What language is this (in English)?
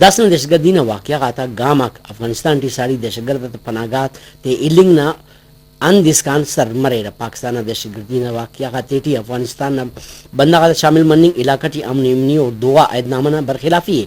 Brahui